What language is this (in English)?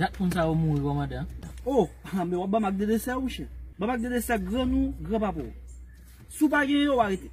Haitian Creole